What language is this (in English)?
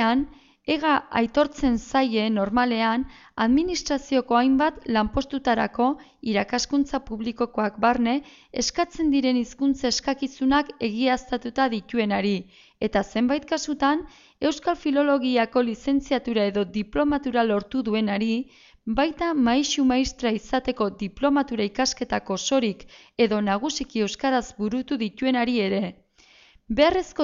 Basque